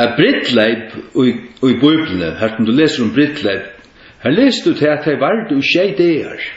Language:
Faroese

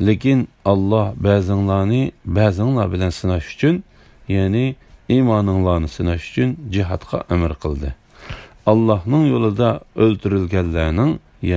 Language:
Uyghur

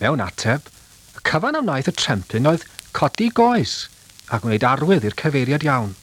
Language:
Welsh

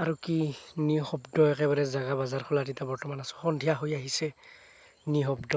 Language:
Assamese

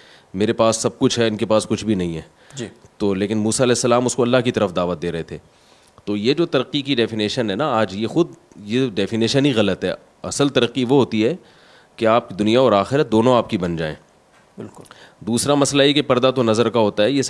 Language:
Urdu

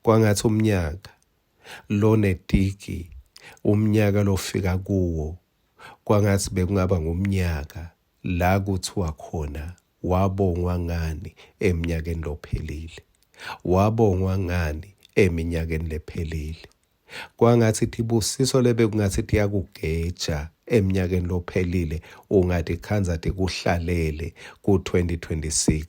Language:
Swati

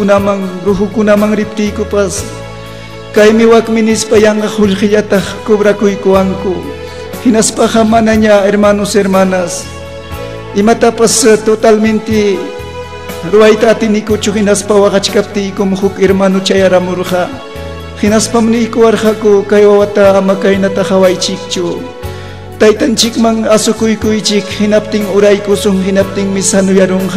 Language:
Ayacucho Quechua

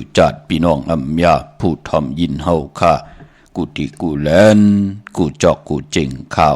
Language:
Shan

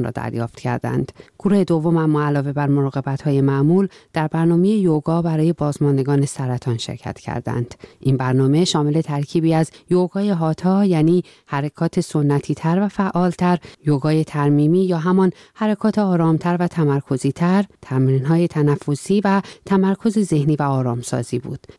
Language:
Persian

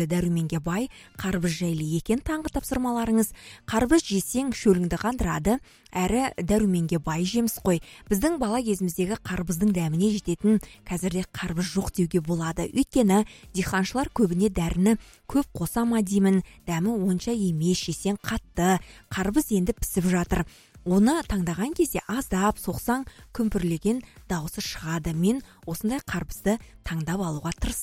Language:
Kazakh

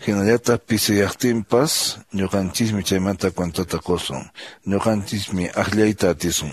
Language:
Quechua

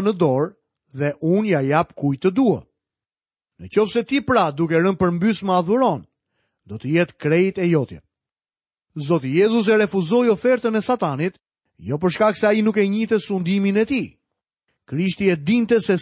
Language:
Albanian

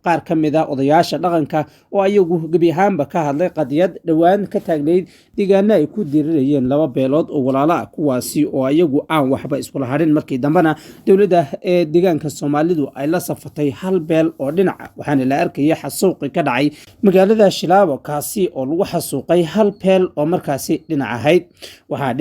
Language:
Somali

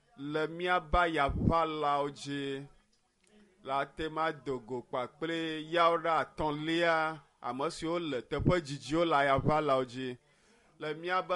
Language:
Ewe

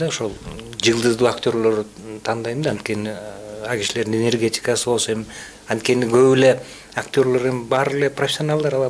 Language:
Kyrgyz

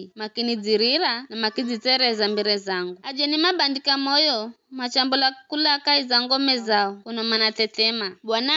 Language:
Giryama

